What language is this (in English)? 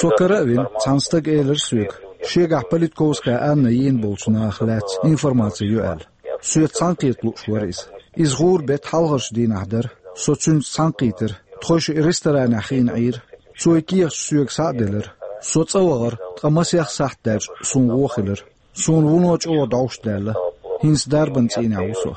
Chechen